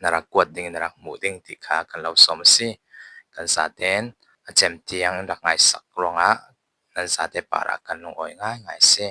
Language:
Falam Chin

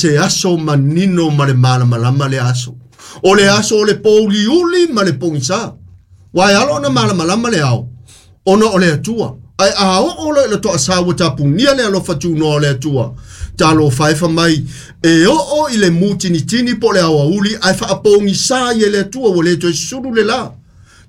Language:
Samoan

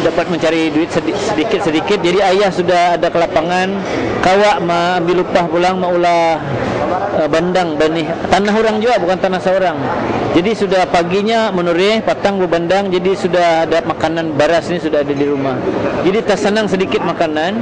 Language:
Banjar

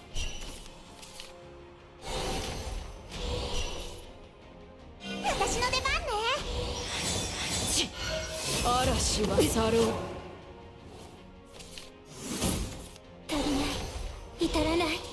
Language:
Japanese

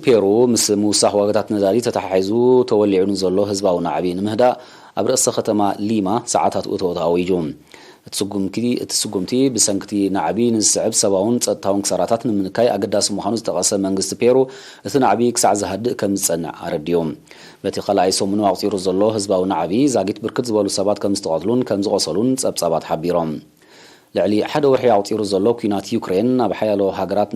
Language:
Tigrinya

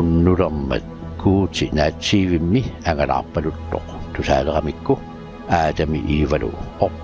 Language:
Kalaallisut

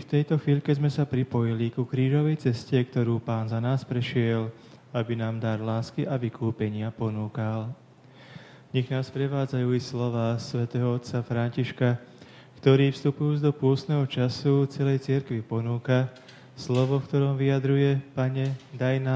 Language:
Slovak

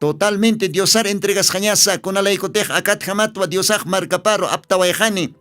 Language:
Aymara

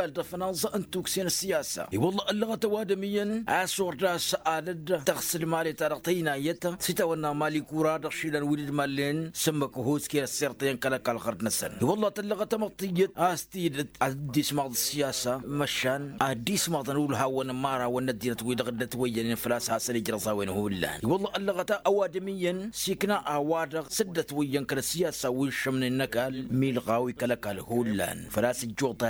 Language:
Tamasheq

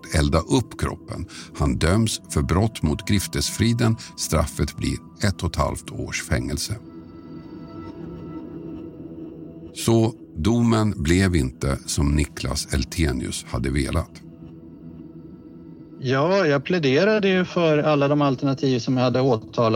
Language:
Swedish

